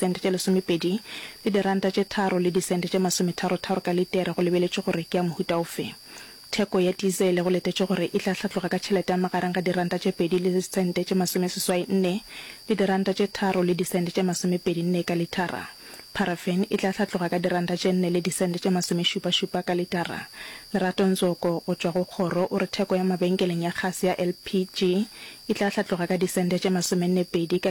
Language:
Northern Sotho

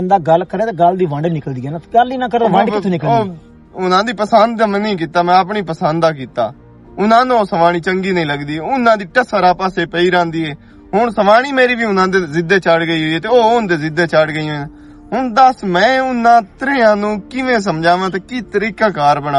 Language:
Western Panjabi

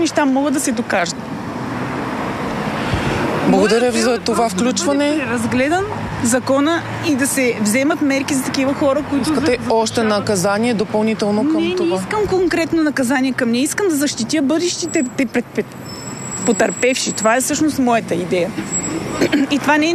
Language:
Bulgarian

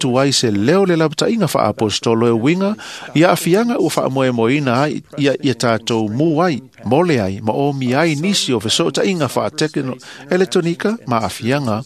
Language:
Samoan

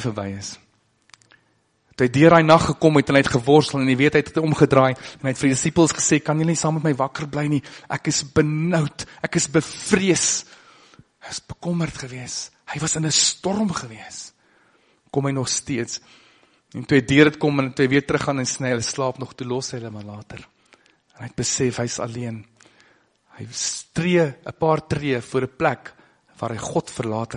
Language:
Afrikaans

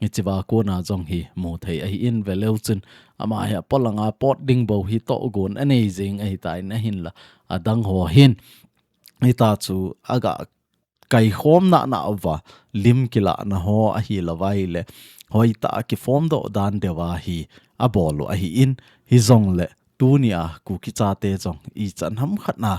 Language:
Thado Chin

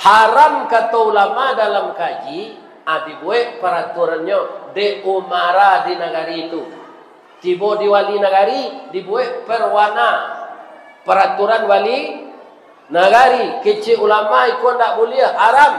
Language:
Minangkabau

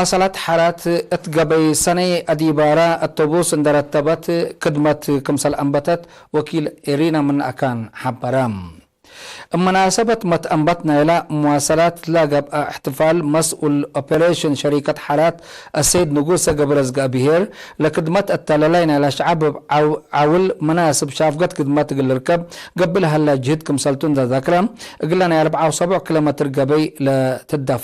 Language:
Tigre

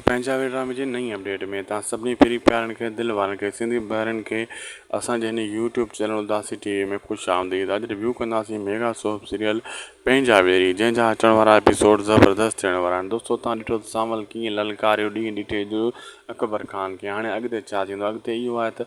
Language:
Sindhi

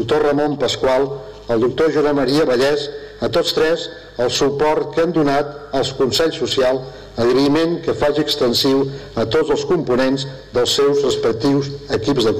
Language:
Catalan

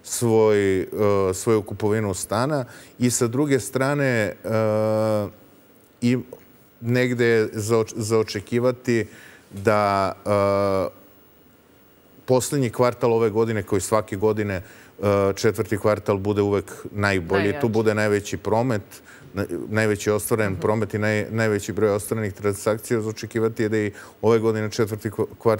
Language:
Serbian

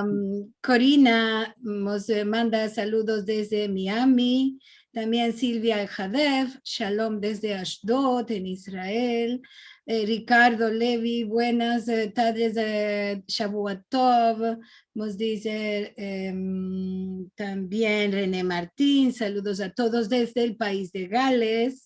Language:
Ladino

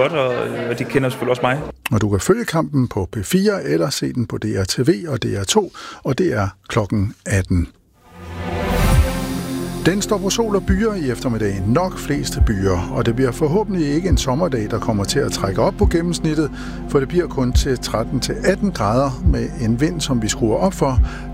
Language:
Danish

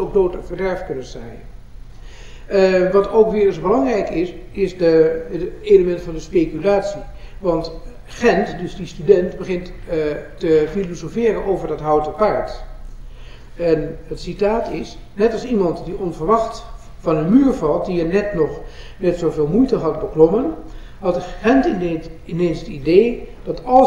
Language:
Dutch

